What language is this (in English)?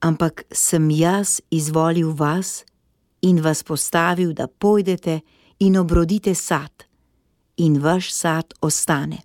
Slovenian